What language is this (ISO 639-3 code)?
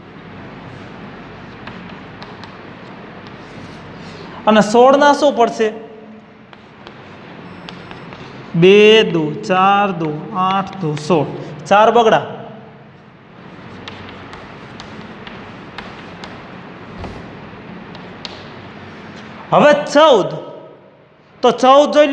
guj